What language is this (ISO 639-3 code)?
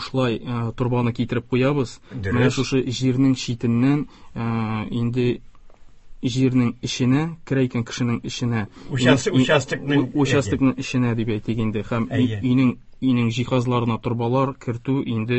tat